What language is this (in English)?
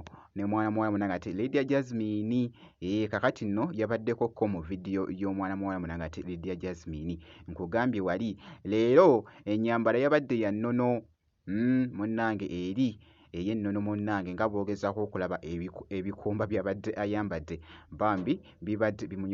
Ganda